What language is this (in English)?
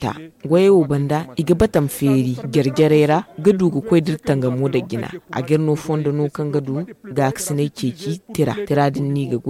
Zarma